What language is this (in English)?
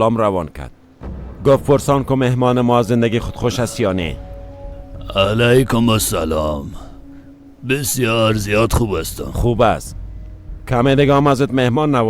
Persian